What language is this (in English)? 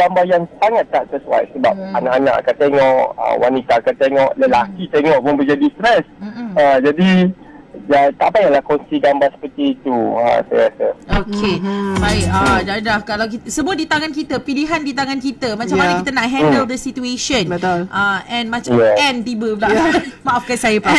Malay